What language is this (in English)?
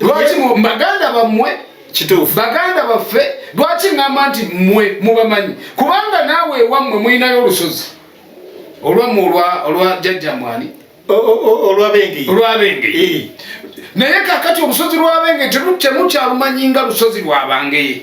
Ganda